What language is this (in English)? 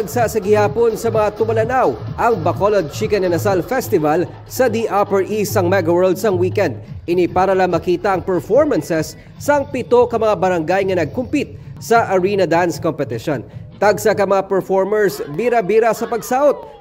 Hiligaynon